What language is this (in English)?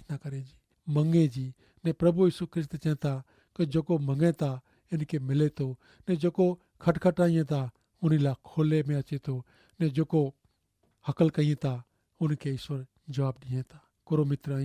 Kachhi